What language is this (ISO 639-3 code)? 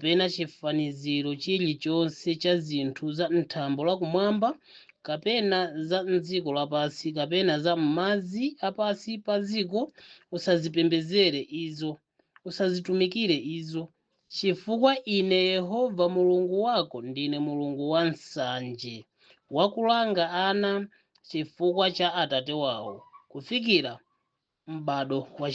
nya